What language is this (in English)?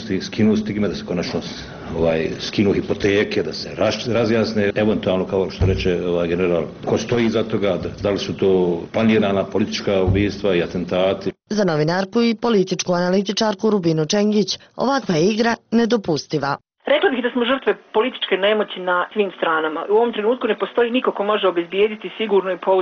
Bosnian